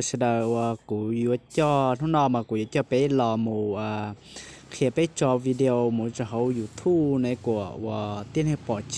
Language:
Hmong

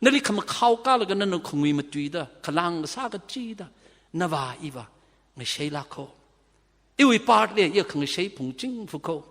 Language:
Tangkhul Naga (India)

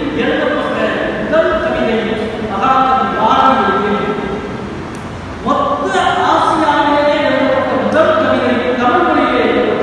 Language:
Tamil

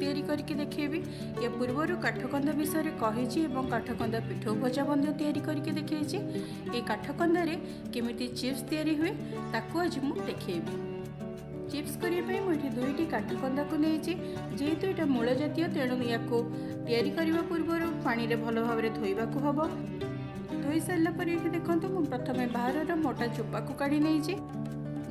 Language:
Odia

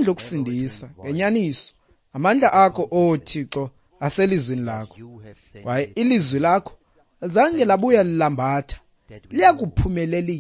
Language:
Xhosa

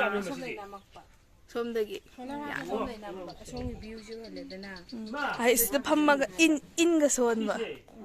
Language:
Manipuri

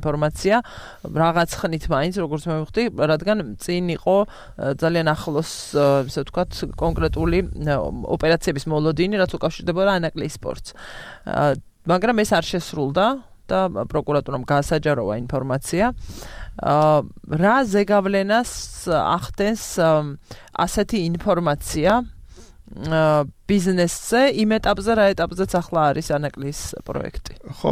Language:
Georgian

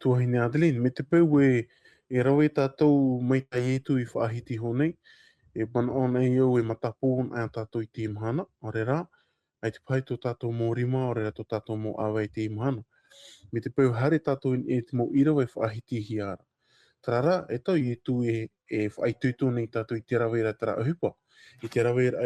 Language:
Tahitian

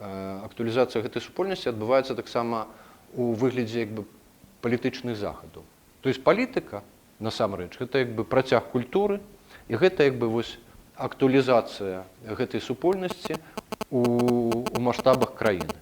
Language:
Belarusian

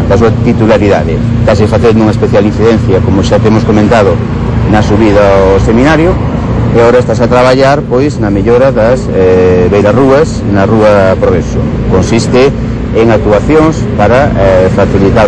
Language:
Galician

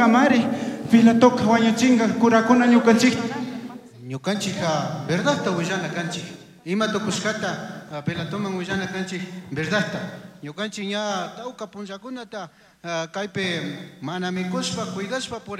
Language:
Chimborazo Highland Quichua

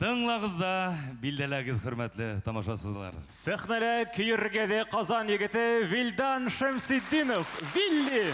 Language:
Bashkir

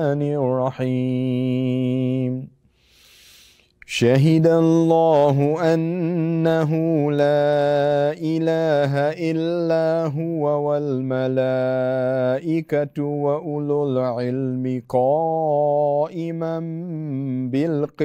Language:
Arabic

